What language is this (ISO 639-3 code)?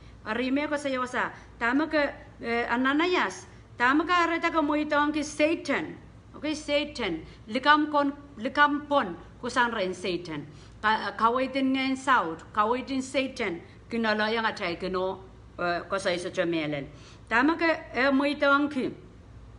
pon